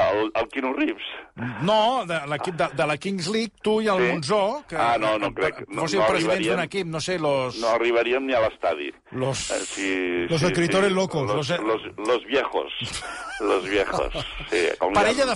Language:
Catalan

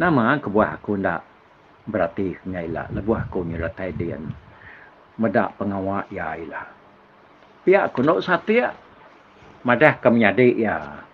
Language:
Iban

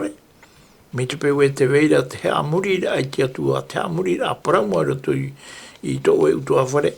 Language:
Tahitian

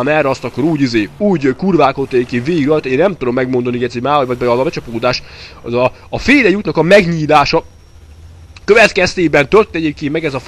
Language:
Hungarian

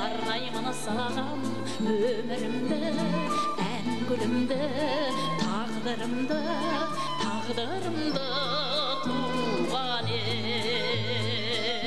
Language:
Kazakh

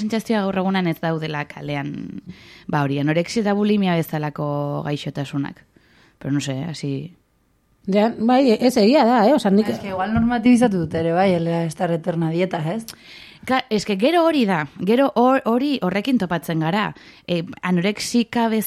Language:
Basque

